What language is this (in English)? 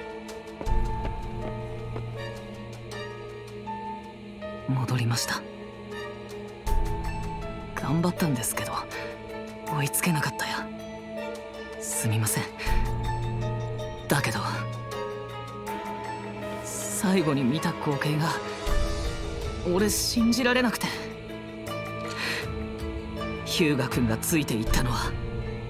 Japanese